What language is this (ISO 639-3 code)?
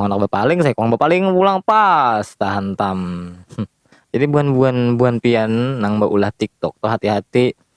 bjn